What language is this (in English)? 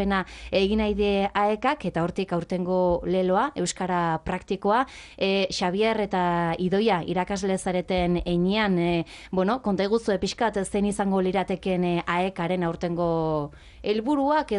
Basque